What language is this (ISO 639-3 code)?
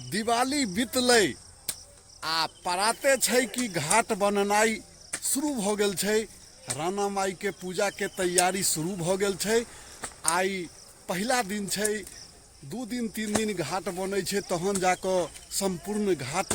mai